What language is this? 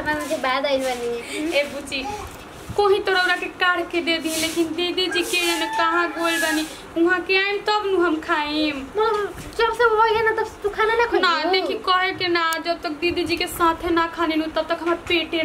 Bhojpuri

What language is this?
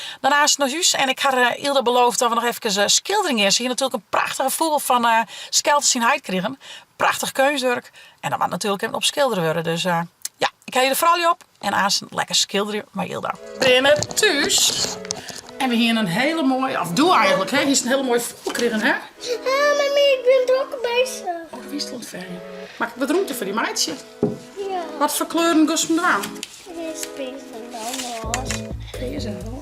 Western Frisian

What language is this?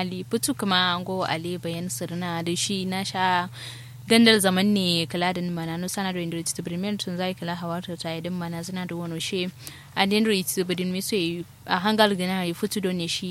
Kanuri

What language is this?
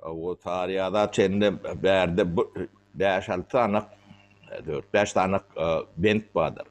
Turkmen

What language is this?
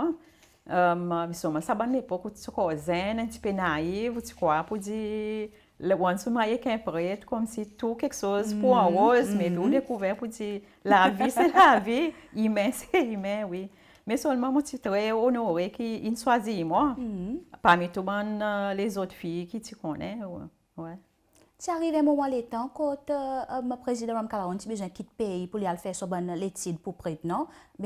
Seselwa Creole French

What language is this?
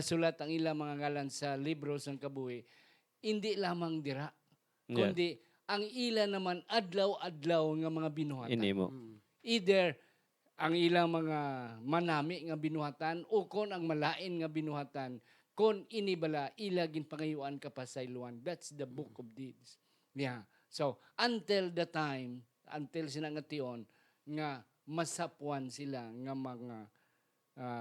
Hiligaynon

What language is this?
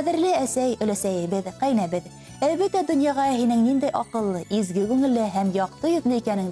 Bashkir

